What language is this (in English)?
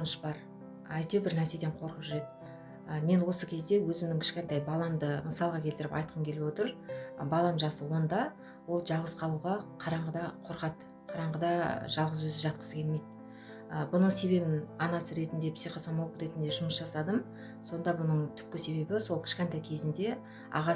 Kazakh